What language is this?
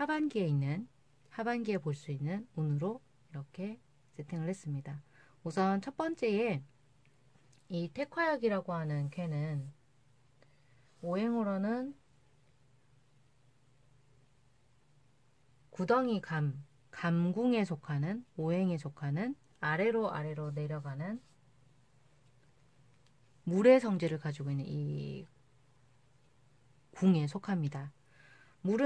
Korean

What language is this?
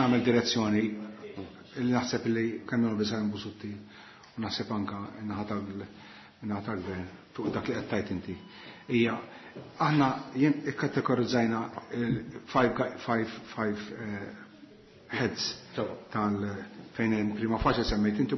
Maltese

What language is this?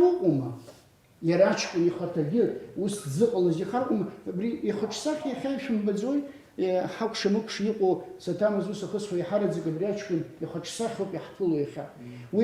Abkhazian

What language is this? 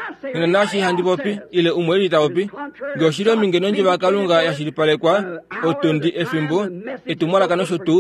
Kuanyama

